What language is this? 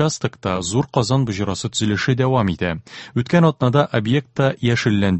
Tatar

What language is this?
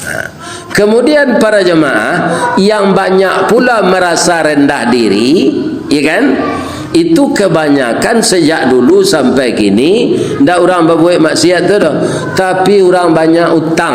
Minangkabau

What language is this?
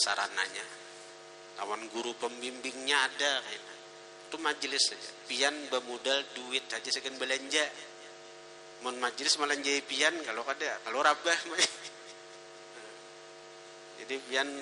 Banjar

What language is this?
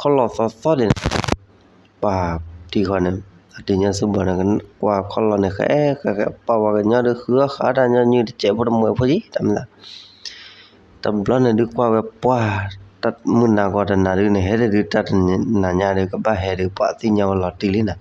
S'gaw Karen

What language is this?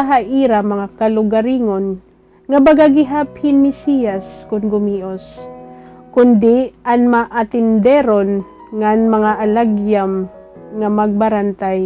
Waray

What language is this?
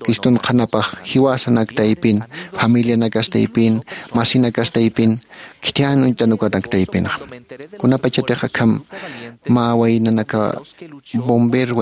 Aymara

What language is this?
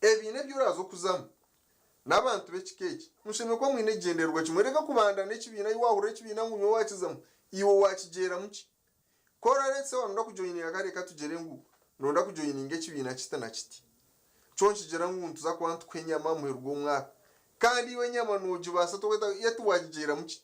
Nyankole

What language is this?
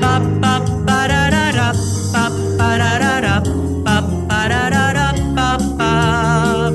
Iloko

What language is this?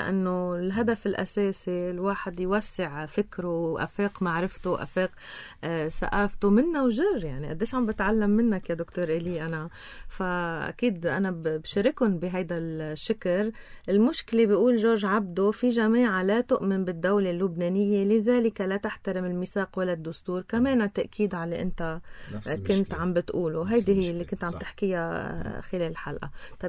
North Levantine Arabic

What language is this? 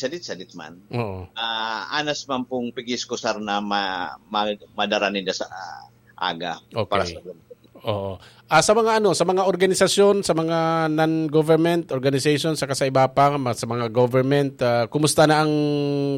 Bikol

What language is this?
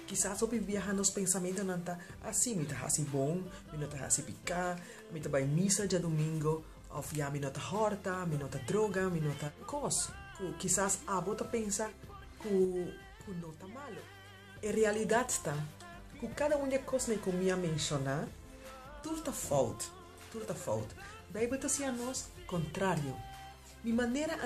Papiamento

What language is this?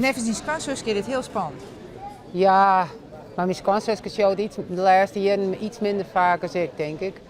Western Frisian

